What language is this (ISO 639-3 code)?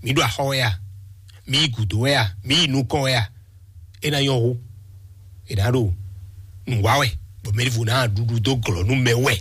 fon